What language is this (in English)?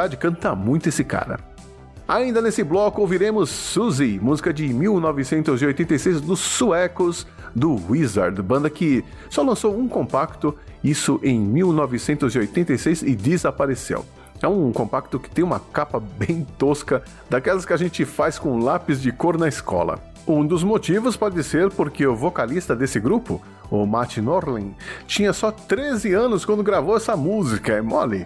Portuguese